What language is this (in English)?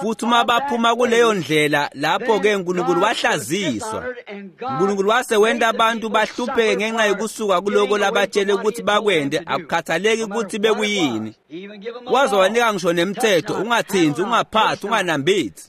Swati